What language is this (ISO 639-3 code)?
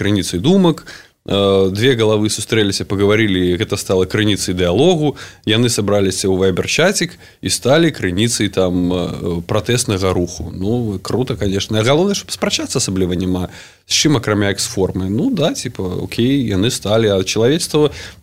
bel